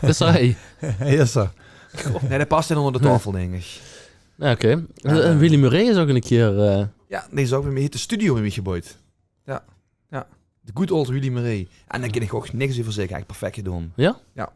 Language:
Limburgish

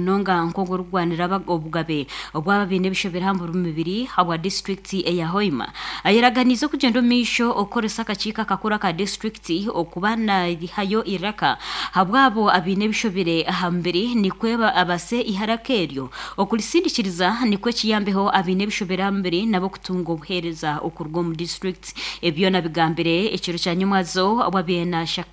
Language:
Nyankole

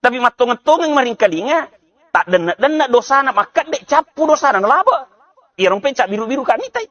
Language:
Buginese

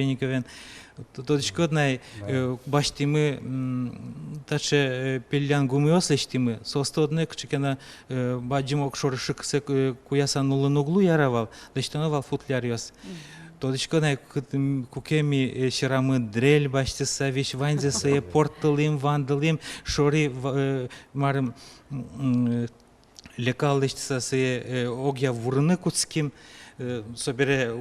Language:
Udmurt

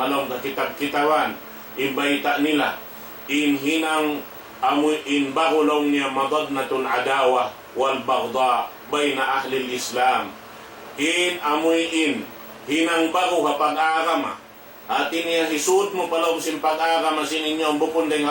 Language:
Tausug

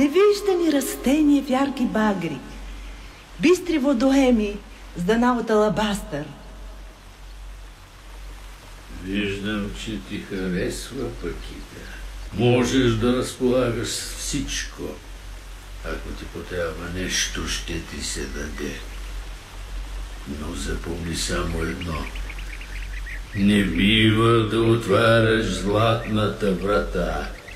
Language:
Bulgarian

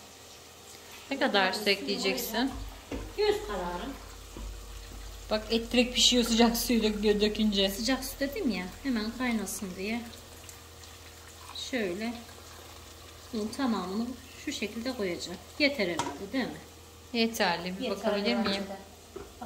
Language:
Turkish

